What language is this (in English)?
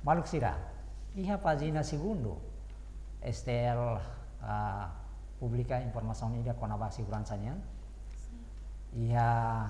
Tetum